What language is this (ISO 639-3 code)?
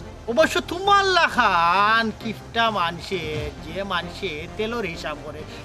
syl